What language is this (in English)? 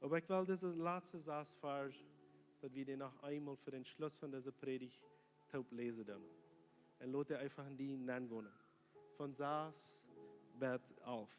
Plautdietsch